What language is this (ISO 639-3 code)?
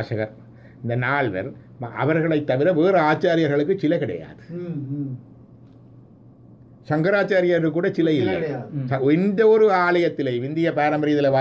tam